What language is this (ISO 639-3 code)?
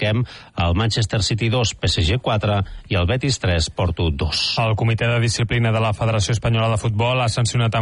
cat